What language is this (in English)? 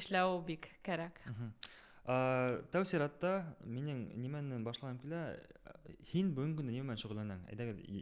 Bashkir